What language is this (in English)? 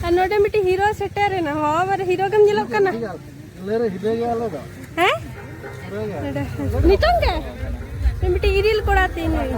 Santali